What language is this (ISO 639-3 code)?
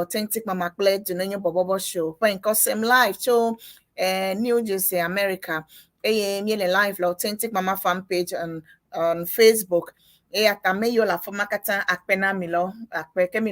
ewe